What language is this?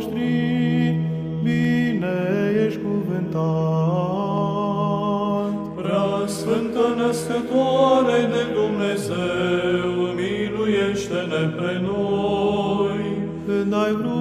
Romanian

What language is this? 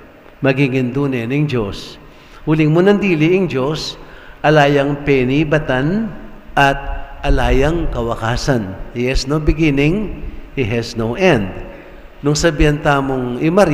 Pampanga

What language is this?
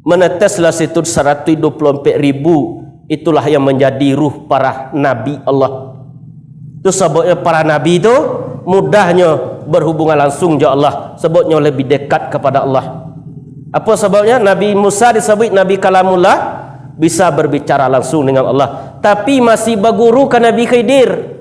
Minangkabau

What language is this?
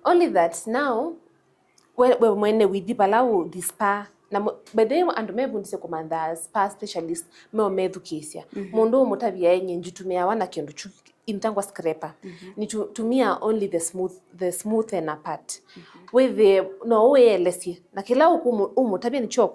Kamba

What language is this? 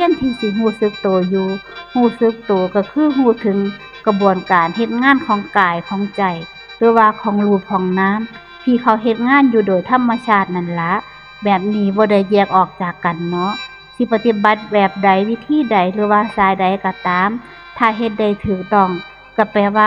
Northeastern Thai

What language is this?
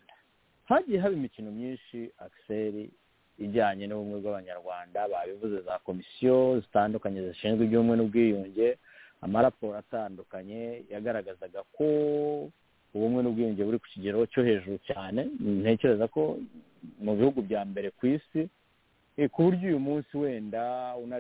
Kinyarwanda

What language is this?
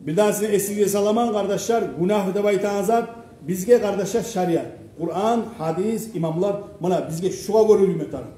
Kumyk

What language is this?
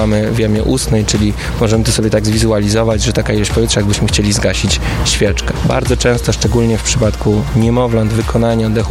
Polish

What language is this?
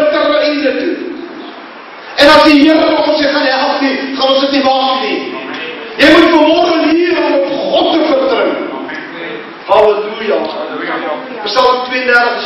Afrikaans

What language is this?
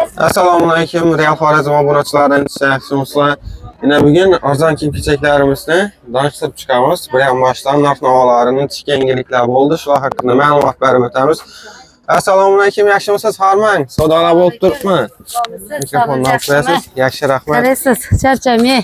Uzbek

